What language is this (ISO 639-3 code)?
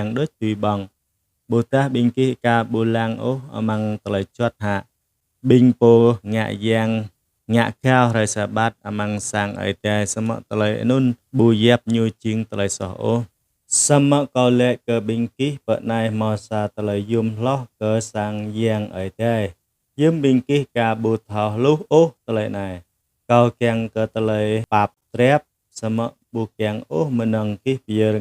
jra